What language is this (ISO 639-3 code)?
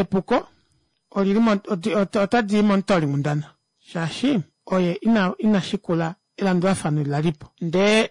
kua